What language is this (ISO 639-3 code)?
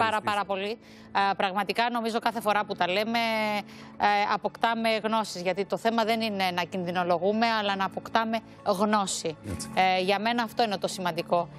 ell